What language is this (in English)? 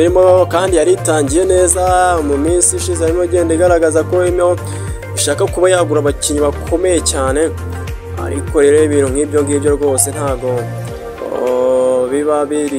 Kinyarwanda